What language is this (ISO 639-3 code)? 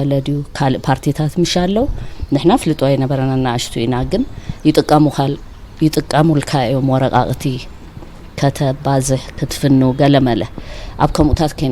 tir